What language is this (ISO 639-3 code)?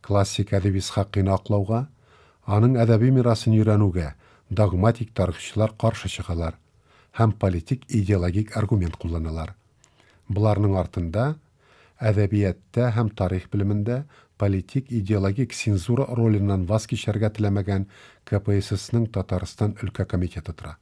tat